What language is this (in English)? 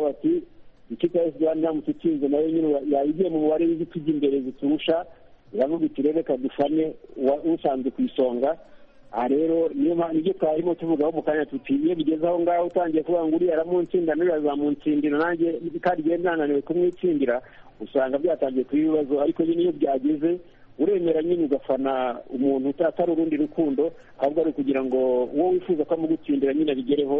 Kinyarwanda